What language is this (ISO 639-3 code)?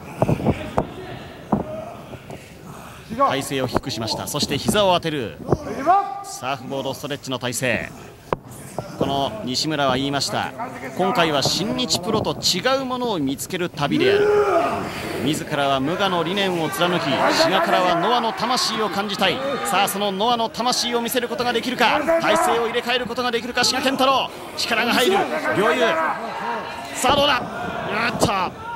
jpn